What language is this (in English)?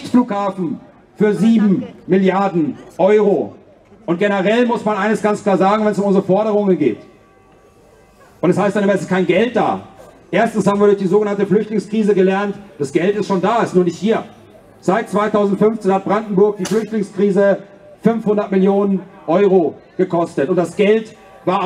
German